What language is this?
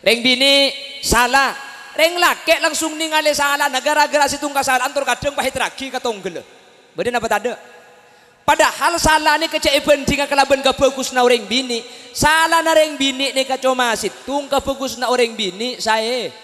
Madurese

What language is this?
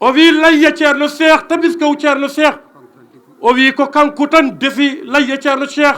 Fula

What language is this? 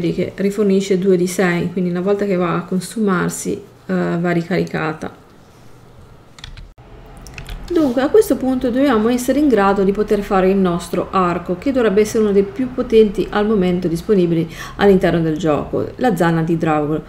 Italian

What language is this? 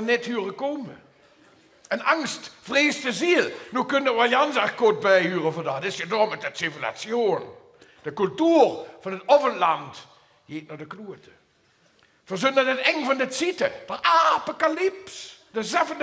Limburgish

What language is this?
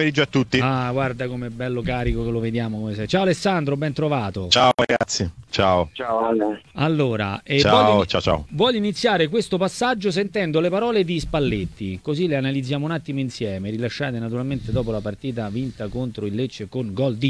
Italian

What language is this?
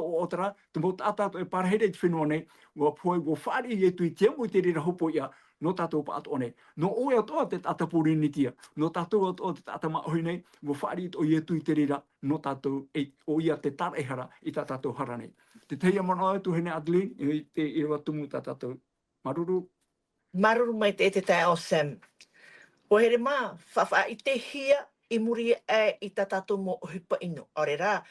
Tahitian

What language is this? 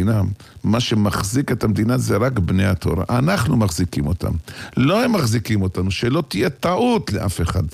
Hebrew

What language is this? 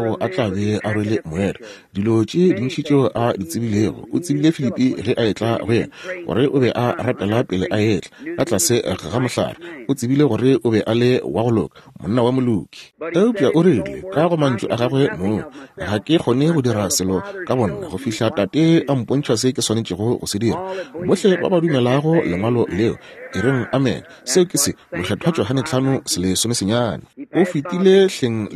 Northern Sotho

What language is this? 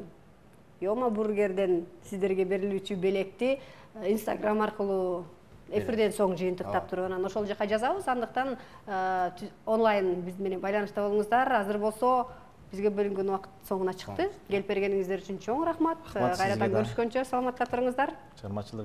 Kyrgyz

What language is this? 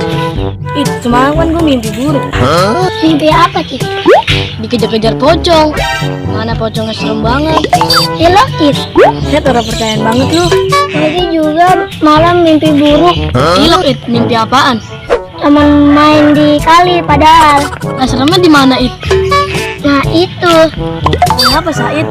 Betawi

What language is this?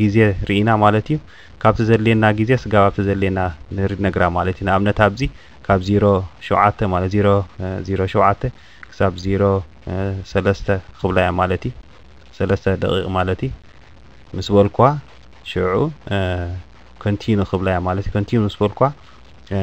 Tigrinya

